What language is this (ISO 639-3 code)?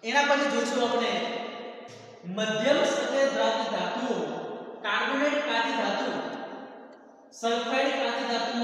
guj